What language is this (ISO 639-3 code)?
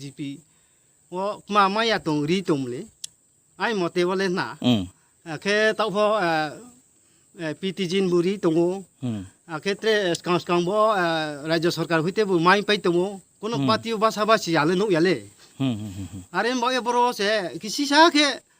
ria